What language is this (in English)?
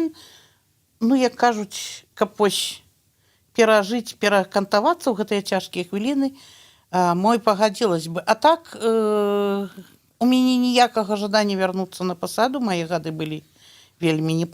Belarusian